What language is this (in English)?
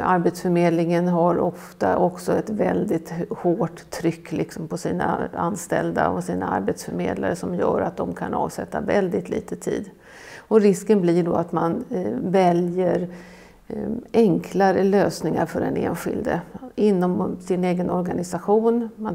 Swedish